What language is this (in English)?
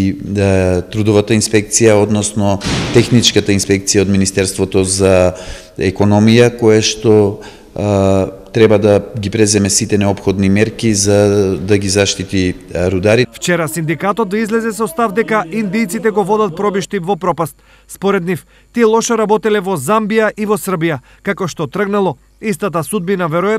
Macedonian